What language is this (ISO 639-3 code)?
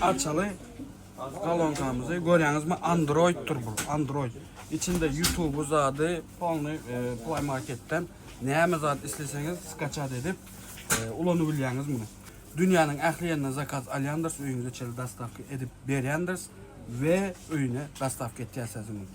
tuk